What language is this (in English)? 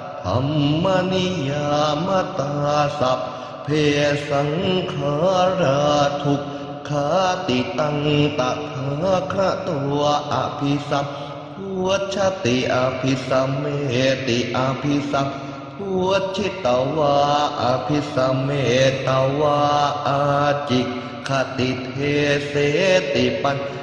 Pali